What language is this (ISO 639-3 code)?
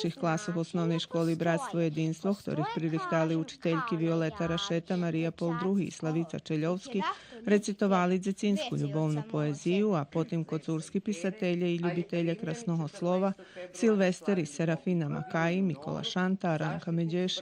rue